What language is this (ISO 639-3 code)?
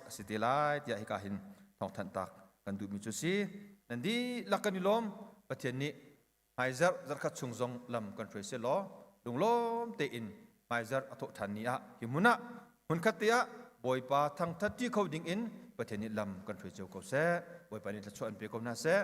cnh